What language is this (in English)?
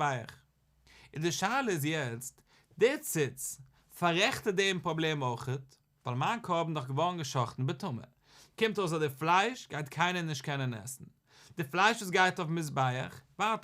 Yiddish